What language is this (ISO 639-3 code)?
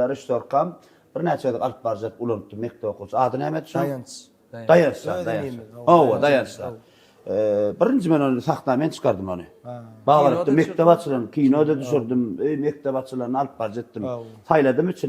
tuk